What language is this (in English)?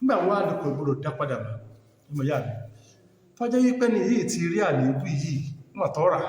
Yoruba